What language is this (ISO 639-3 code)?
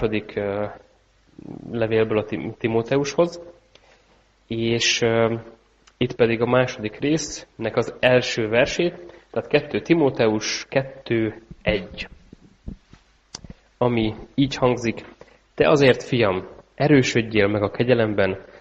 hun